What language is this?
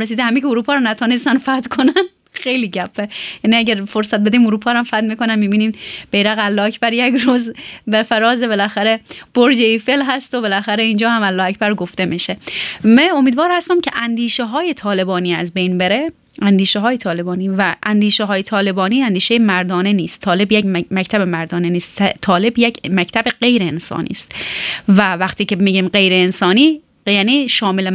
Persian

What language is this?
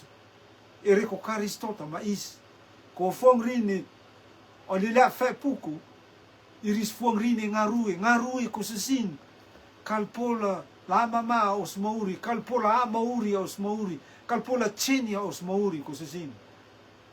Rotuman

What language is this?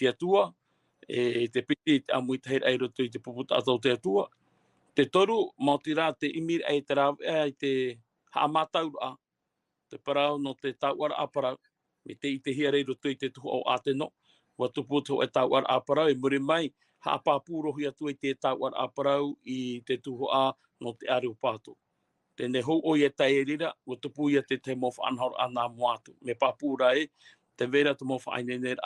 Tahitian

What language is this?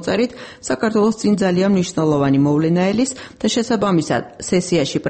Georgian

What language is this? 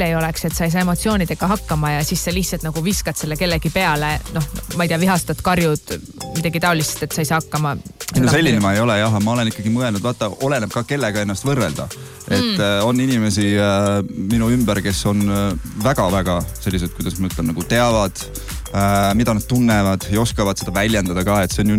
Estonian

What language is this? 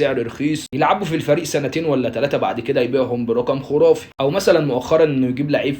Egyptian Arabic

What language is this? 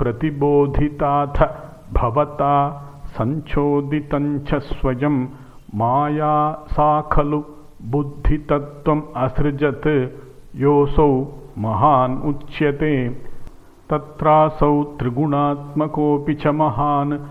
Sanskrit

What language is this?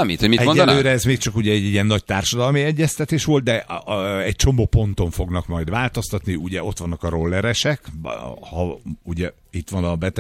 Hungarian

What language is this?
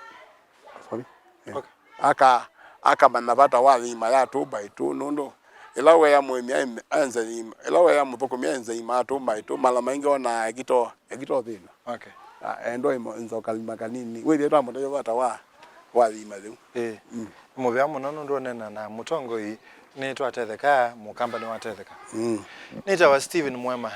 Kamba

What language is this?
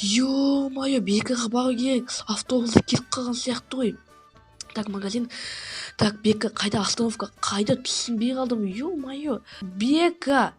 Kazakh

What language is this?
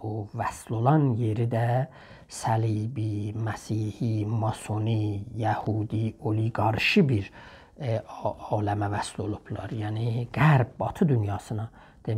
South Azerbaijani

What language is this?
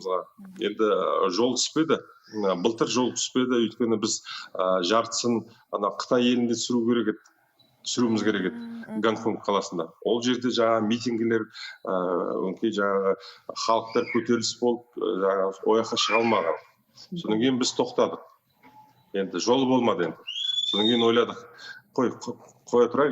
Kazakh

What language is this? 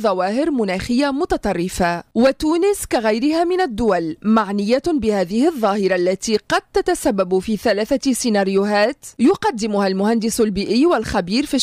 Tunisian Arabic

